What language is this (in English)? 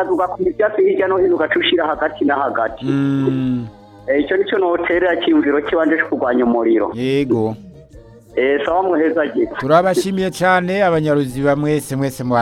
Rundi